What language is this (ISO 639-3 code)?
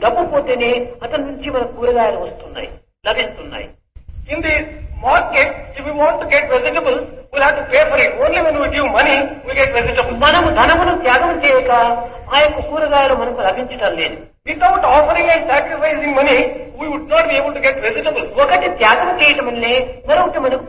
tel